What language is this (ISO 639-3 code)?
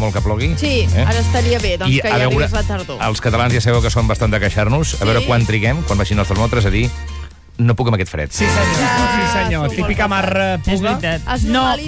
cat